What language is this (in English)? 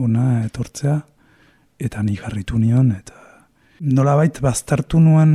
Basque